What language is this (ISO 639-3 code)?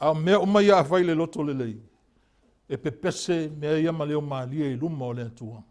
smo